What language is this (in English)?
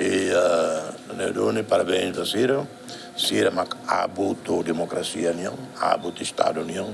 Tetum